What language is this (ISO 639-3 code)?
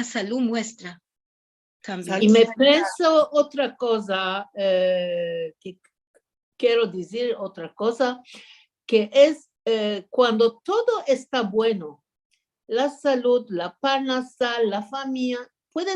lad